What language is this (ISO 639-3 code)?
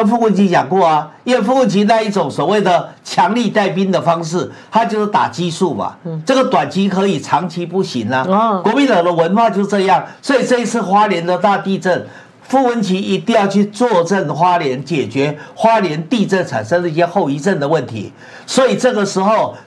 zho